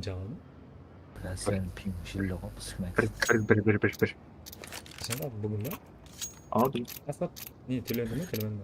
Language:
Kara-Kalpak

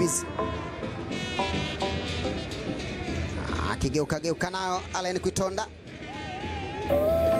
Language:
Swahili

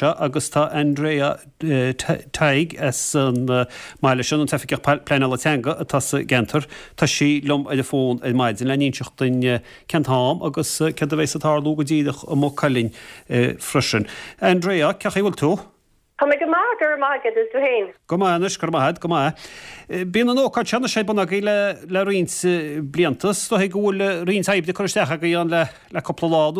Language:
Irish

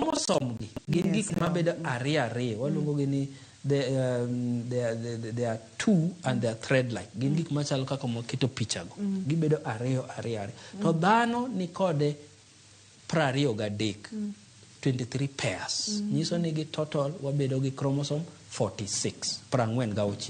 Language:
Luo (Kenya and Tanzania)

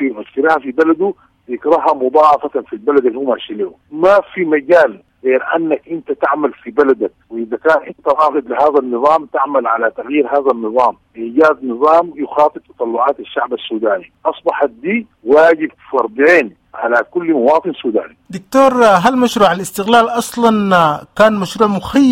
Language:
Sudanese Arabic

